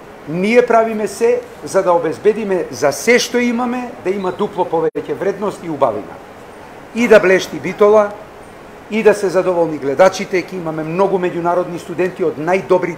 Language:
Macedonian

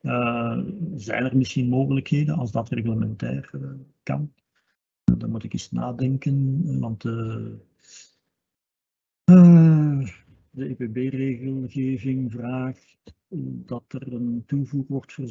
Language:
Dutch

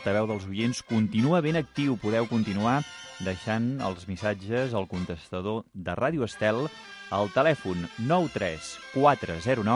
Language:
Catalan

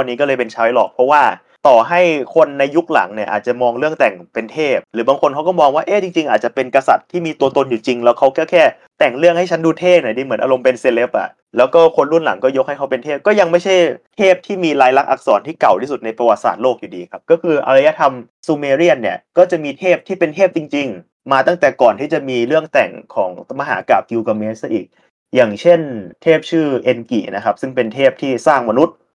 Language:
Thai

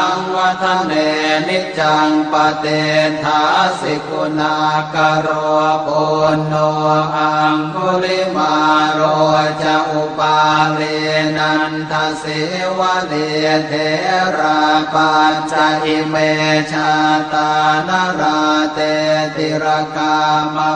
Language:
Pali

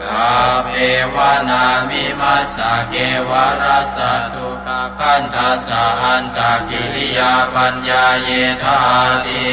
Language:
Pali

